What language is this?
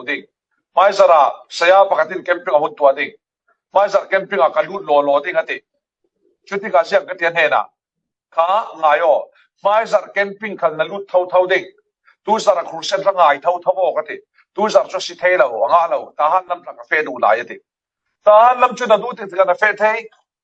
Falam Chin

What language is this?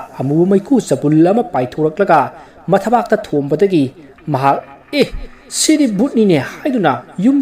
Manipuri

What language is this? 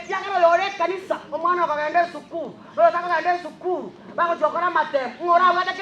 Gusii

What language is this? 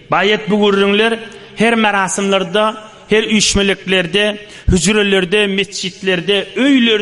Turkmen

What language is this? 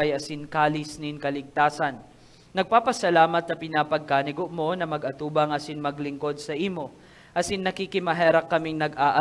Bikol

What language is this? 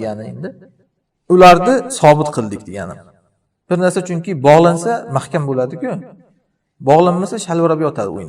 Uzbek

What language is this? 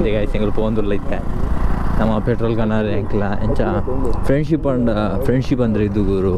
Tulu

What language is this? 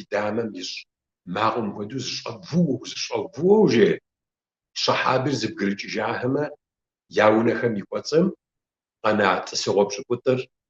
Kabardian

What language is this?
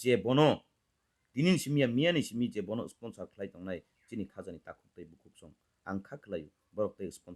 Kok Borok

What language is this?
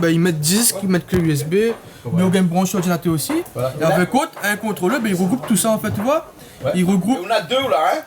Réunion Creole French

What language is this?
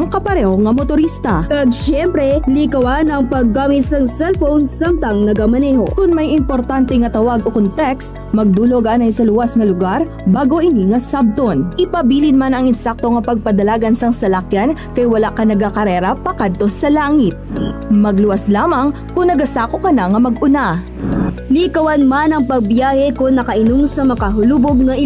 Hiligaynon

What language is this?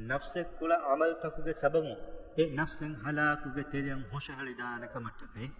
Divehi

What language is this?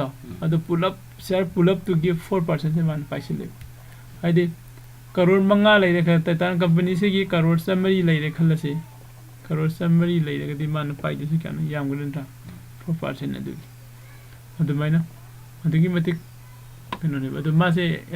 Manipuri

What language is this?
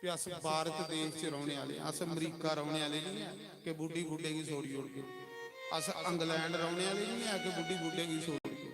Dogri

